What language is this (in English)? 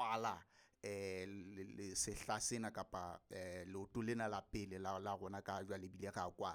Southern Sotho